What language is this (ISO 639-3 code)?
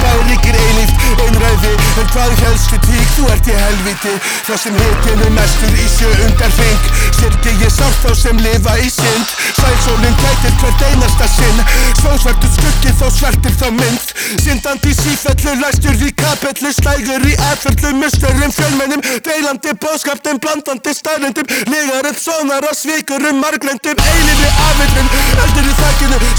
isl